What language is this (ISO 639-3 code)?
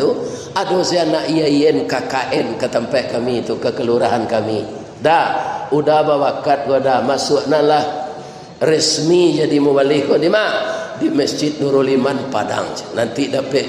min